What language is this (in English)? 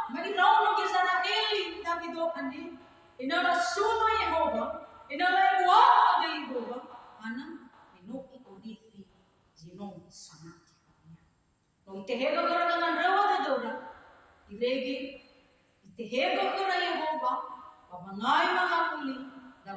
Nias